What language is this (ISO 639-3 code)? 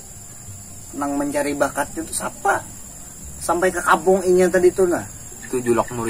bjn